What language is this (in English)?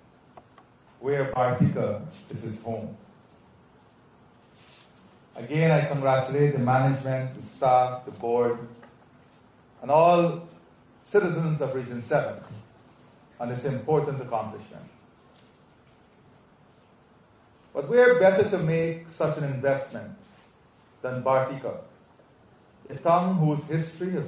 English